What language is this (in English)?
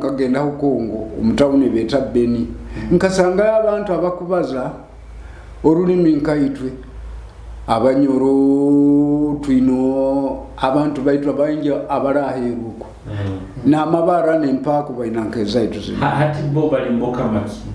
Nyoro